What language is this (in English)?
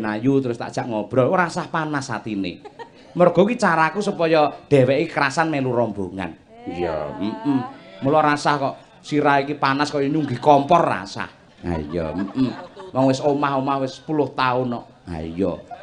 Javanese